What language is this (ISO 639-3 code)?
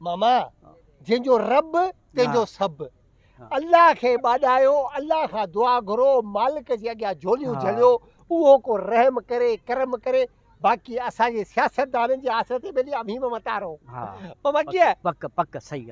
snd